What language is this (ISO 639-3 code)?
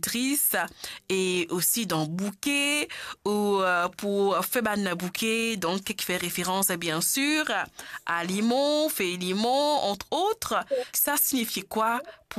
mfe